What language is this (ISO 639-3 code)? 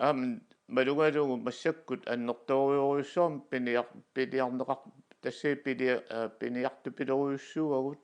kal